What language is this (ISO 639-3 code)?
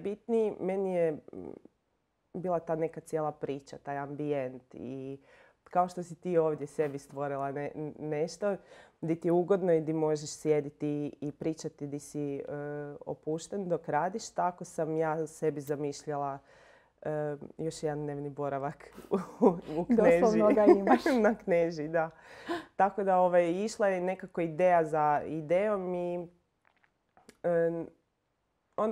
hrv